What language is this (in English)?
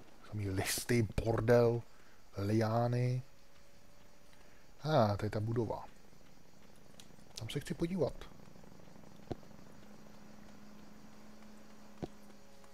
Czech